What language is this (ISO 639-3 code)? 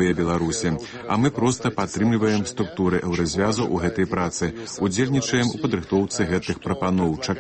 bel